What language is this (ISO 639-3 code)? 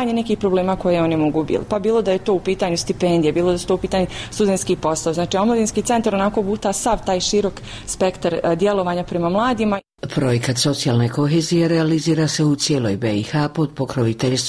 bos